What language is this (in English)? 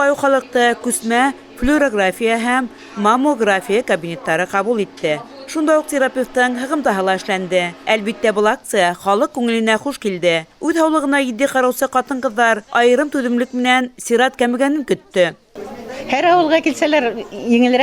Bashkir